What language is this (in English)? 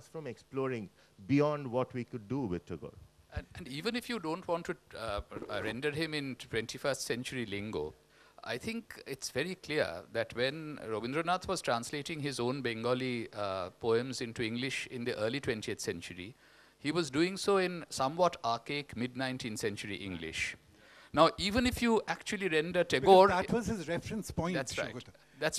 English